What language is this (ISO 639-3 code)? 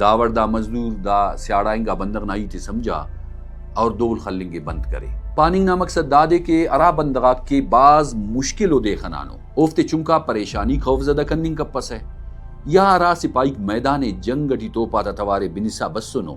brh